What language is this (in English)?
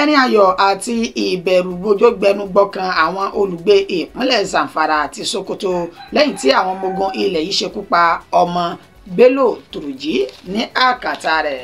Yoruba